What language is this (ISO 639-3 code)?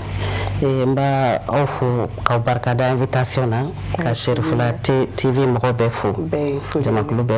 bam